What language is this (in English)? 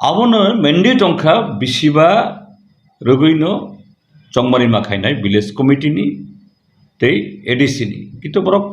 Kok Borok